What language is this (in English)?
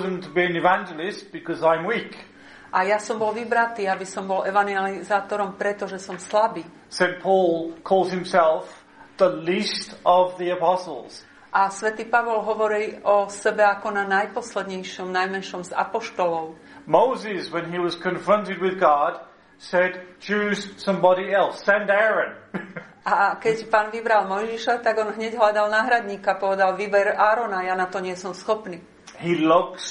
Slovak